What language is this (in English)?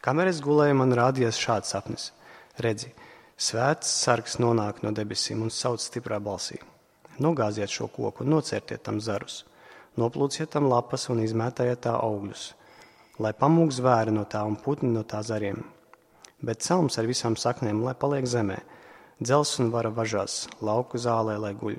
Latvian